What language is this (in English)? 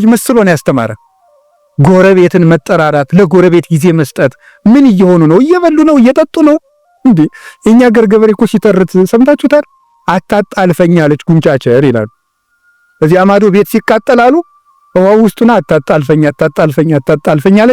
Amharic